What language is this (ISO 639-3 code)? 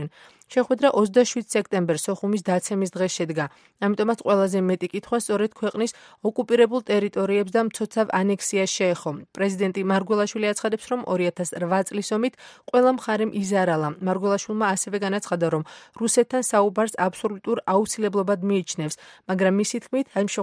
kat